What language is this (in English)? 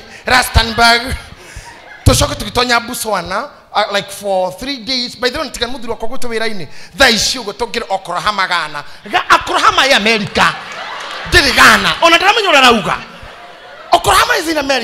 Kikuyu